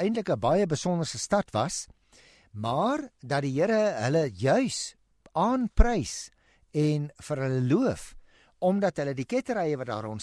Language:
Afrikaans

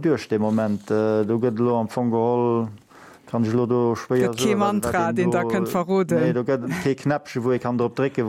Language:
Luxembourgish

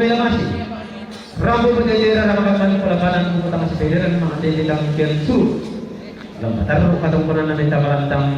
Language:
Toraja-Sa'dan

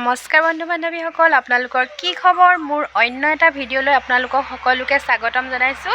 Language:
Assamese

